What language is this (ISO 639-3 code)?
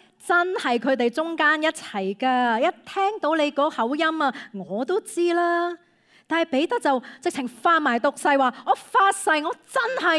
yue